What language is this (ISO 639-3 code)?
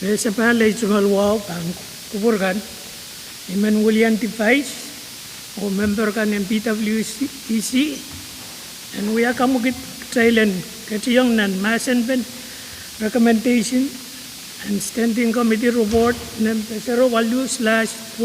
pon